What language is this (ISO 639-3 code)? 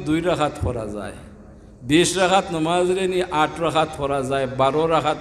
syl